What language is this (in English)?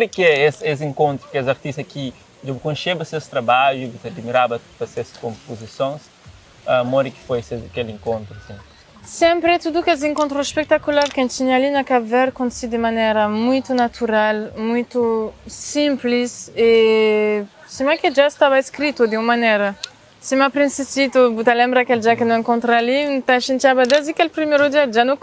Kabuverdianu